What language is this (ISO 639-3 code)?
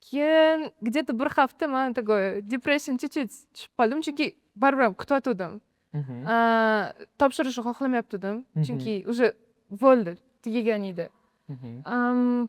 uzb